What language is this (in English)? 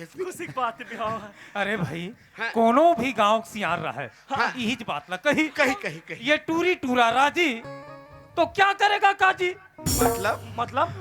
Chhattisgarhi